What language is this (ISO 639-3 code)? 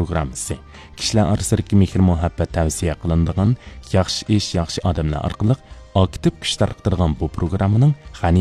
uig